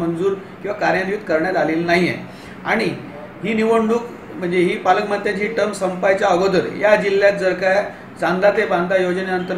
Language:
Marathi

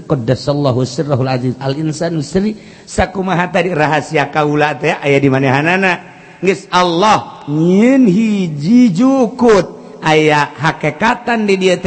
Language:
Sundanese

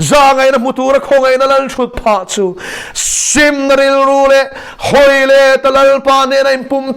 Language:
Mizo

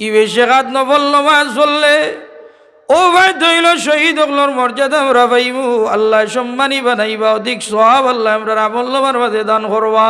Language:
Sylheti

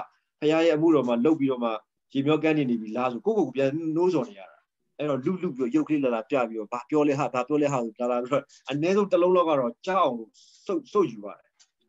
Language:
Burmese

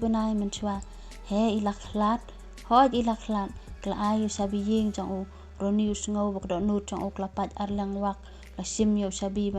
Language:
Khasi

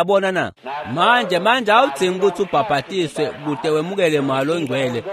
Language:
Swati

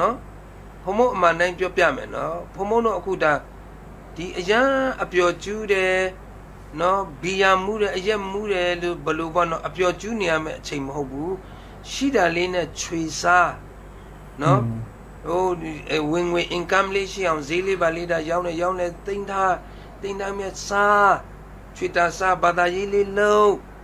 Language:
Burmese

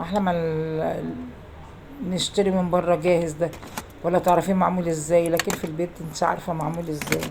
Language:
Egyptian Arabic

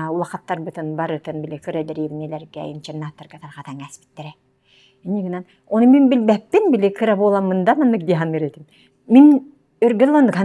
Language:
Yakut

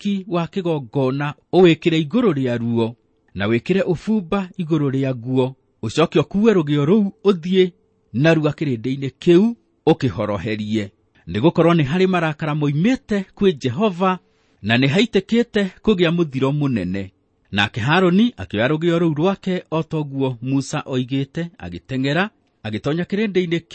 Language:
Kikuyu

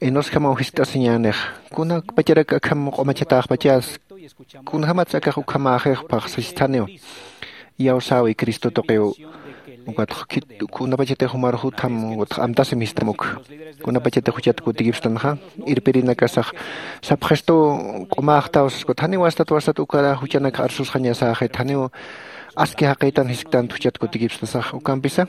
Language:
Aymara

